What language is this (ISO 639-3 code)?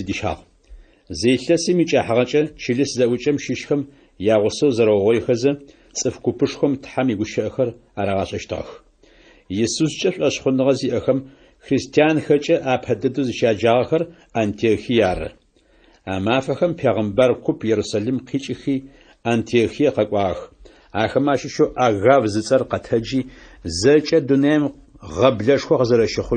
ady